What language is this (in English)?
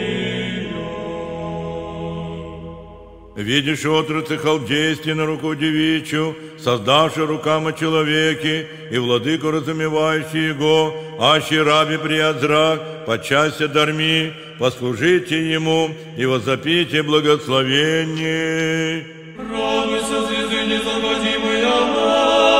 Church Slavic